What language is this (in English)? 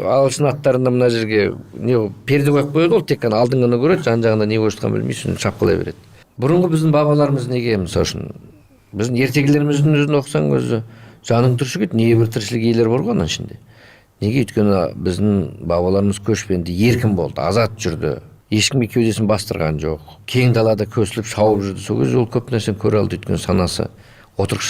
Kazakh